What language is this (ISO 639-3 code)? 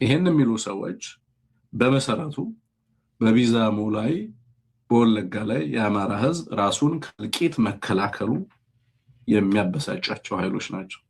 amh